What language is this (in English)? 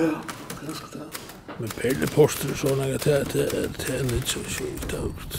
Faroese